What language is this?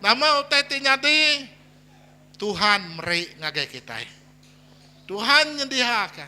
Iban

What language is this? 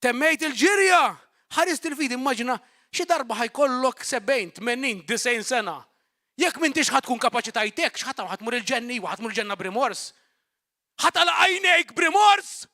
Maltese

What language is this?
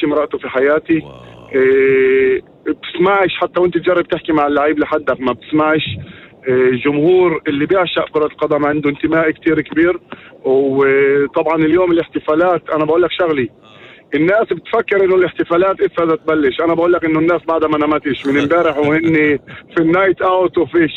North Levantine Arabic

